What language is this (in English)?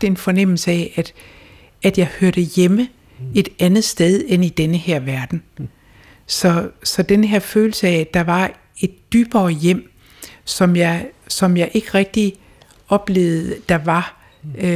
Danish